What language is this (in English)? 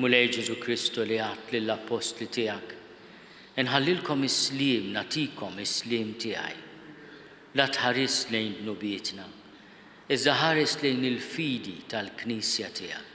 Maltese